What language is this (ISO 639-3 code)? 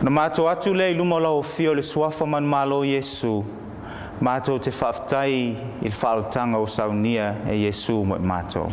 smo